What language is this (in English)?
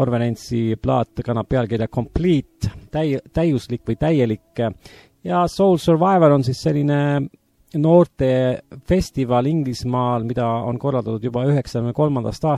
Estonian